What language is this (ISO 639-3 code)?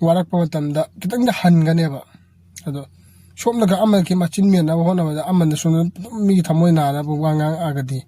mni